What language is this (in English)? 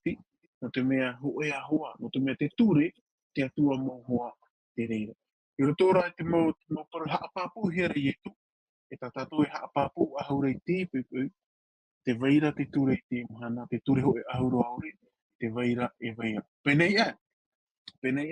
Tahitian